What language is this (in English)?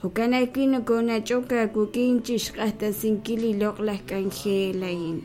Kekchí